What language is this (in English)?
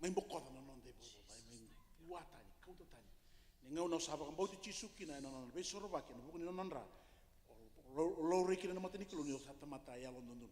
Fijian